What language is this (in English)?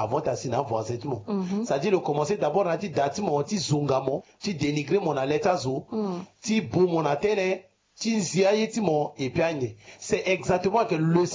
Sango